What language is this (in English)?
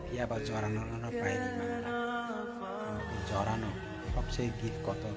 Kok Borok